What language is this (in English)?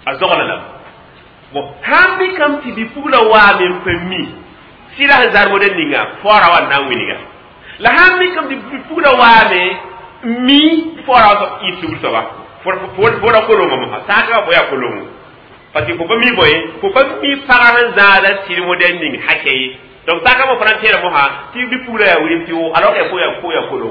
Mossi